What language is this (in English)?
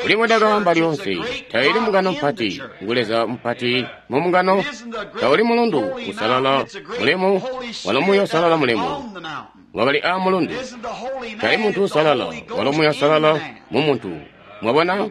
Tonga (Zambia)